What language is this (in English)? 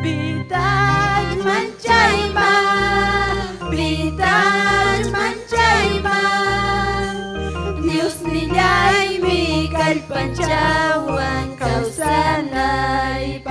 Ayacucho Quechua